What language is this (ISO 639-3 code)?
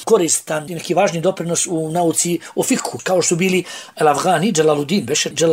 bos